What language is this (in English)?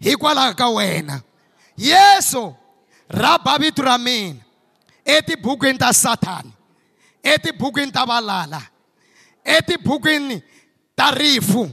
Tsonga